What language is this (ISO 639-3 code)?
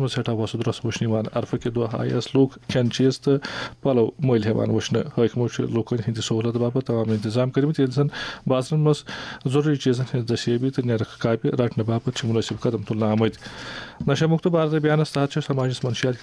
kas